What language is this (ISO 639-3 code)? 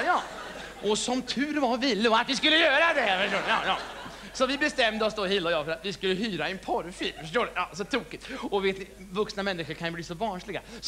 swe